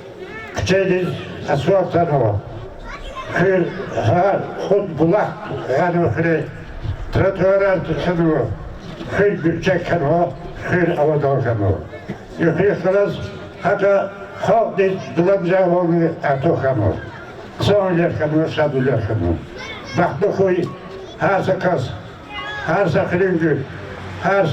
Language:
Lezghian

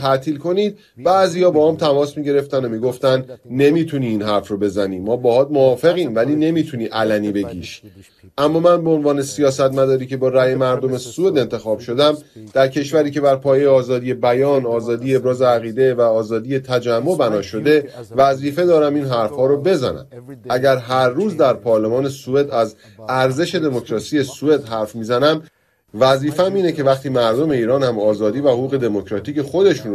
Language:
Persian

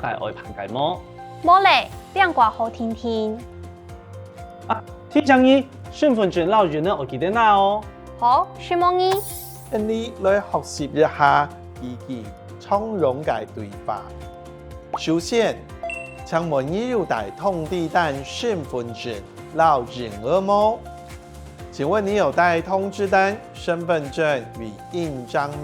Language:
Hakka Chinese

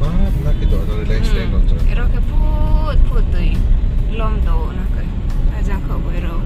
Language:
Riang (India)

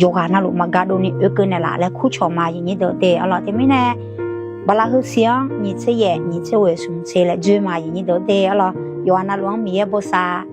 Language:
Akha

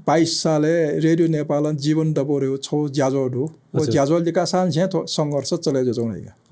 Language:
Newari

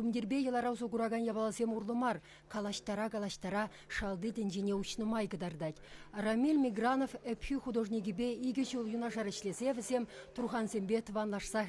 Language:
Chuvash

